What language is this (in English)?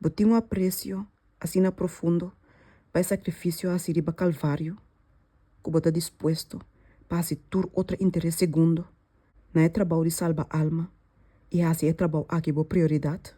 Papiamento